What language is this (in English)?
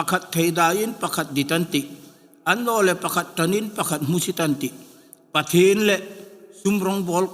Hmar